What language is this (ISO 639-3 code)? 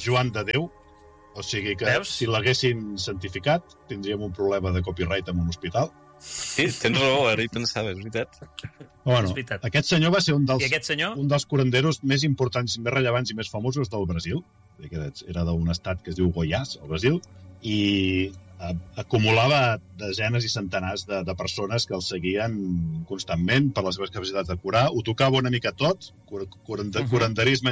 cat